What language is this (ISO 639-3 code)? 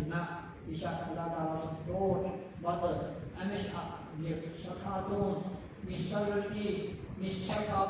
kas